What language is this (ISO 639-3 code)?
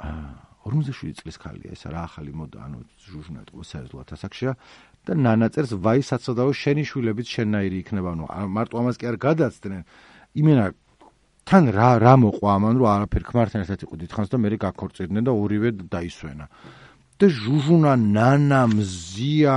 kat